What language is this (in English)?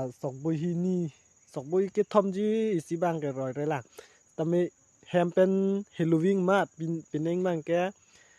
Karbi